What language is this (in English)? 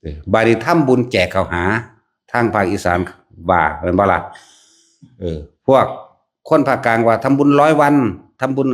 Northeastern Thai